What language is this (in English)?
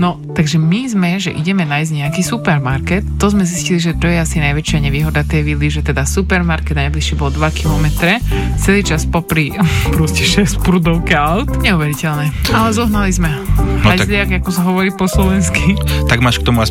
Slovak